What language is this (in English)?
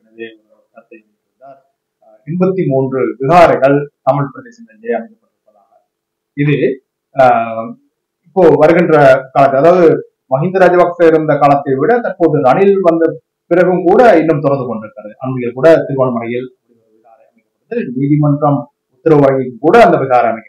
Tamil